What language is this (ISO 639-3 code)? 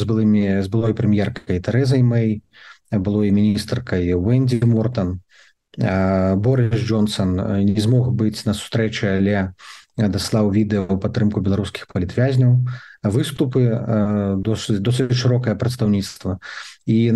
bel